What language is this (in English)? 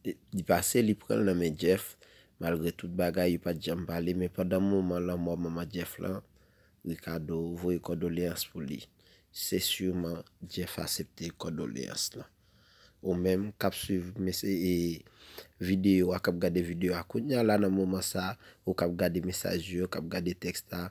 Haitian Creole